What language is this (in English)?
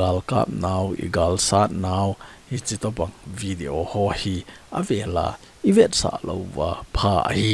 Thado Chin